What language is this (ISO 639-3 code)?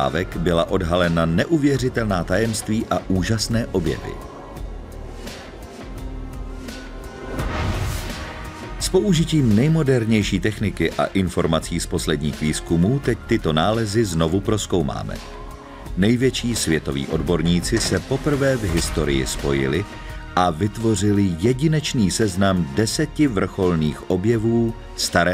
ces